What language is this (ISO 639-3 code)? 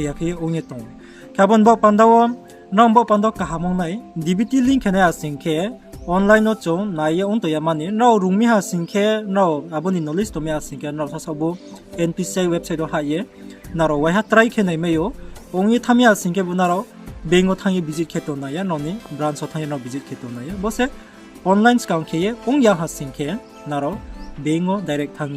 ria